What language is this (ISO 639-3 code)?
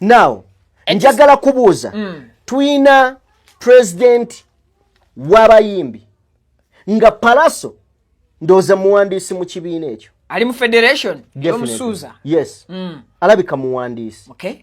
lug